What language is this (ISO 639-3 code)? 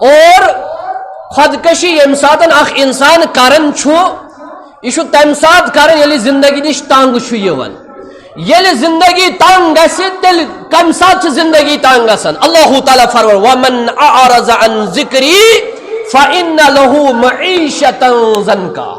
kas